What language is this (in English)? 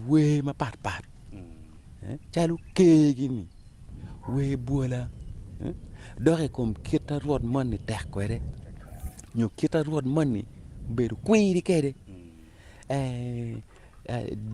Acoli